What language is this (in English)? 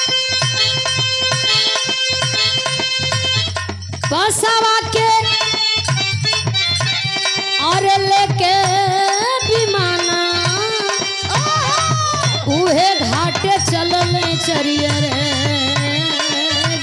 Bhojpuri